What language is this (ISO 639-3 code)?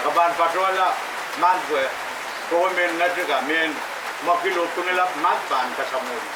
pon